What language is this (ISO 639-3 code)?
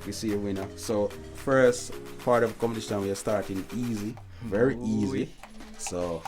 jam